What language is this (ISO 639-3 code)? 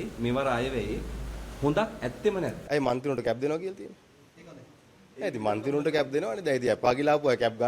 sin